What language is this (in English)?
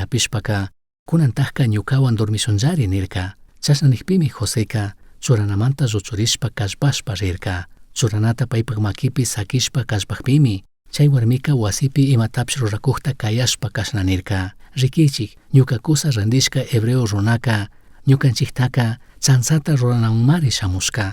Chimborazo Highland Quichua